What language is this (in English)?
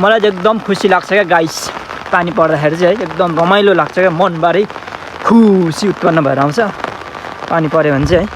Nepali